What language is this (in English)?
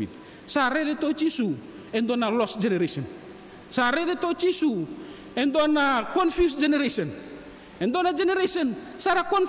Fijian